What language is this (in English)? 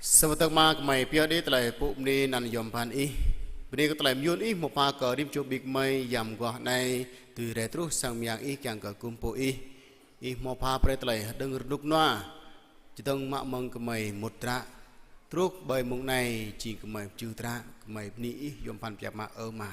Jarai